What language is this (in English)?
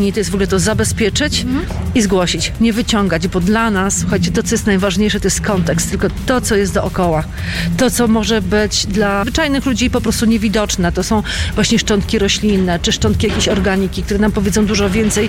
Polish